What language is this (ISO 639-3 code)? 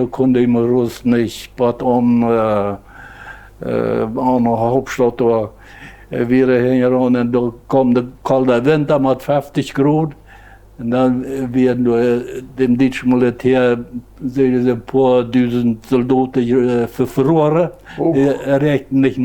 pdt